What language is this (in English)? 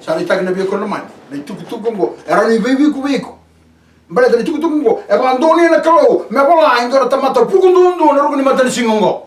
Fijian